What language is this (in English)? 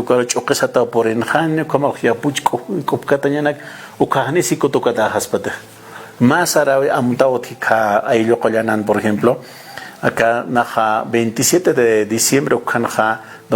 Aymara